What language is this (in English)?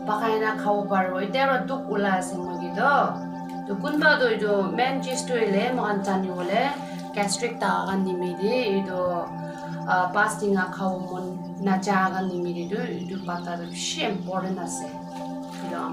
Naga Pidgin